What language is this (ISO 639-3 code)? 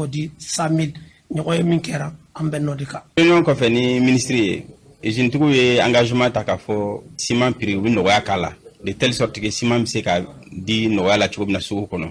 bam